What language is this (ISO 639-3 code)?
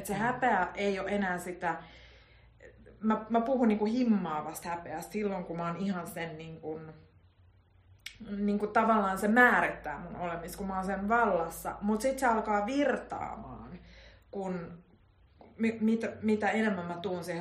fin